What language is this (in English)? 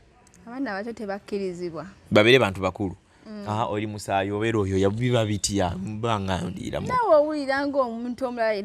Ganda